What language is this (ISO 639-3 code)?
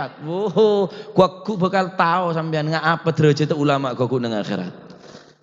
mad